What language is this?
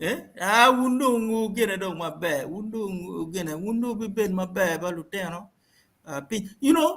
Acoli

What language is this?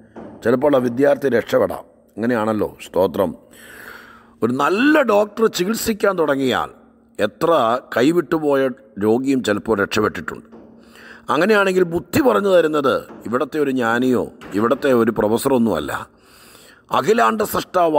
Malayalam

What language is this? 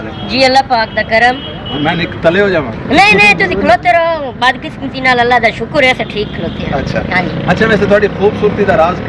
Saraiki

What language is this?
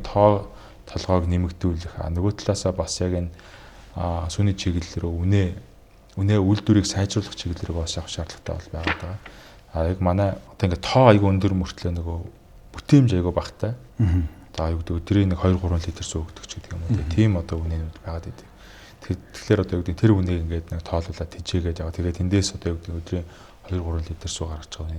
Mongolian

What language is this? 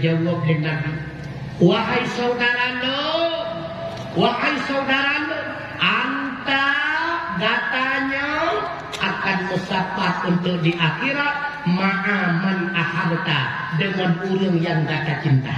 Achinese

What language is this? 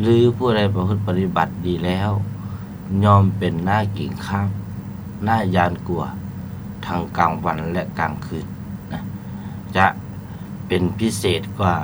Lao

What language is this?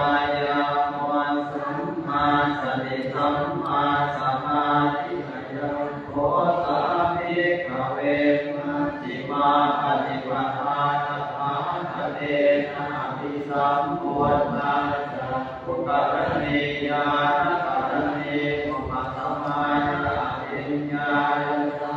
Pali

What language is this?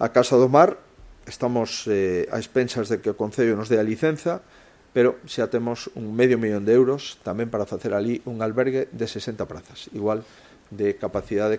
Galician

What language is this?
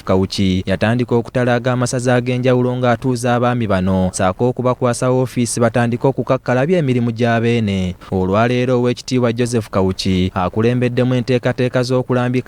Ganda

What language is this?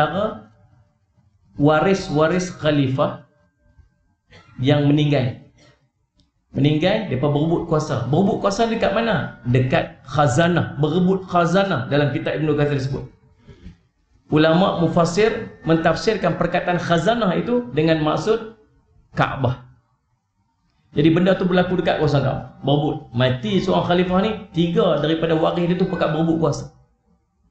Malay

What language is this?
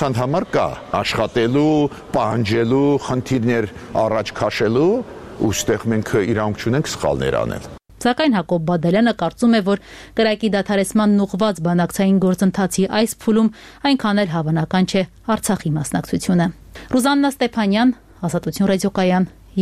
Armenian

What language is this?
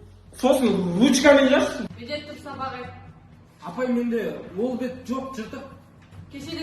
Kazakh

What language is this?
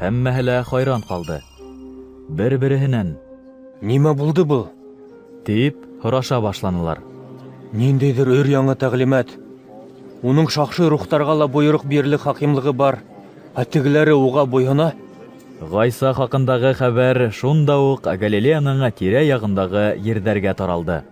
Bashkir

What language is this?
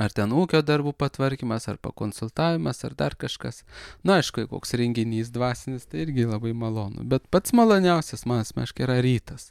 Lithuanian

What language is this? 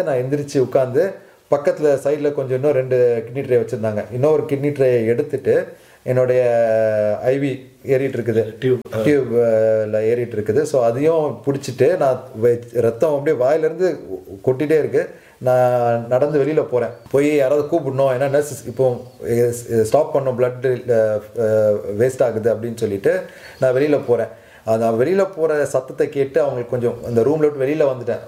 Tamil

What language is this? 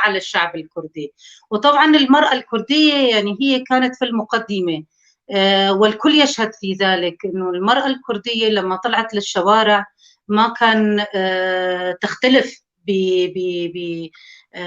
North Levantine Arabic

